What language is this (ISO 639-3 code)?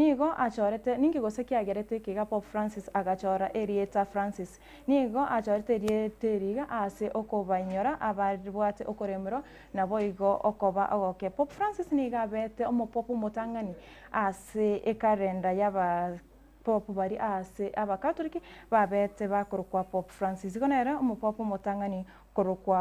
guz